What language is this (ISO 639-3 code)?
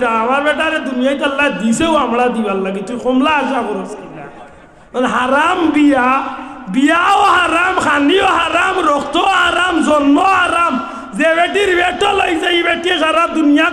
syl